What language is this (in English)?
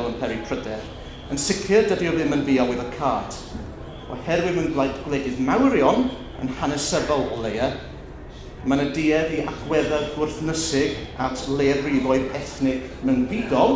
Welsh